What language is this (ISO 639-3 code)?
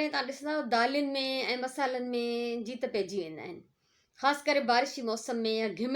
snd